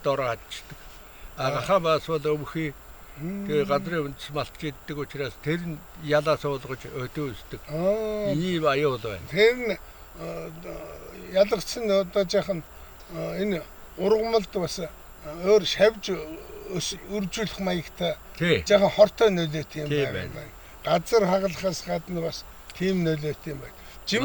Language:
Mongolian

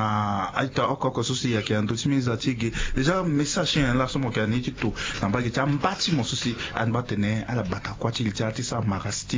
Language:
Sango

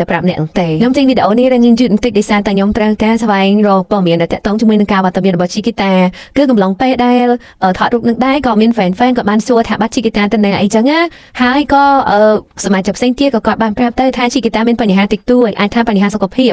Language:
Khmer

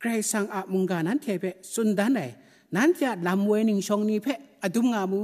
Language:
Kachin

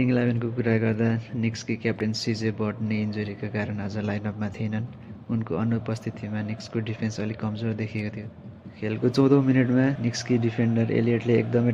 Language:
Nepali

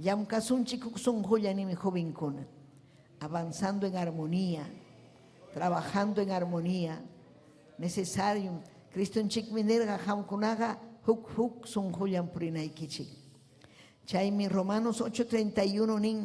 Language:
Ayacucho Quechua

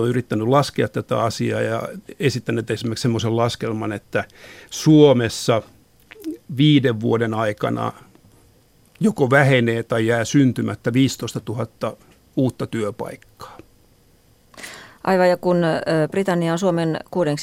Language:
Finnish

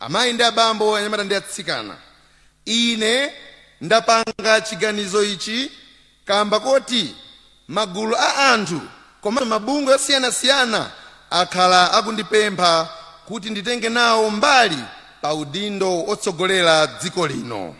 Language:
Nyanja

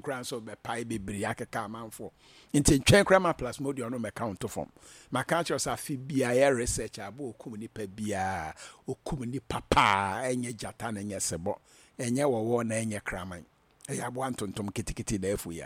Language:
Akan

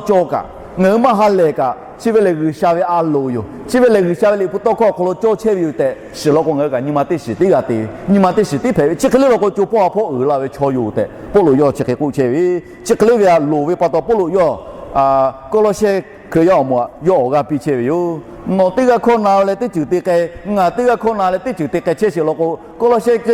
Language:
Lahu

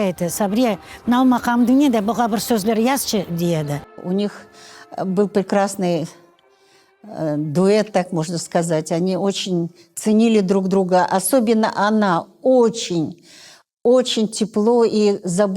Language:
Crimean Tatar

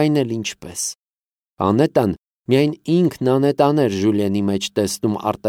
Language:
Armenian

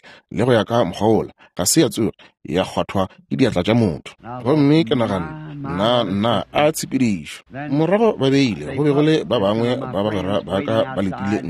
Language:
Northern Sotho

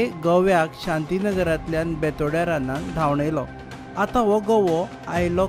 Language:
Konkani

